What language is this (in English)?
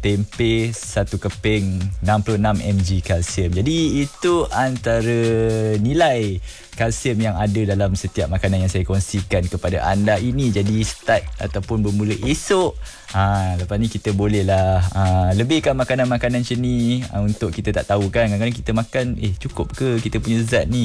Malay